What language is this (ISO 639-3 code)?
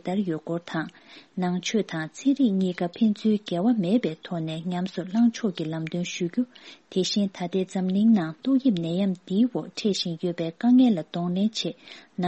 bod